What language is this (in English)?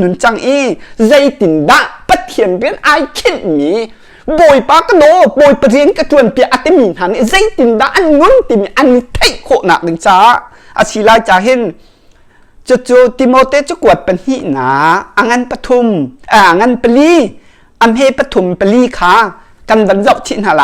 Hakha Chin